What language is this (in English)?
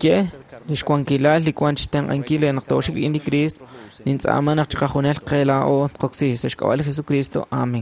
Kekchí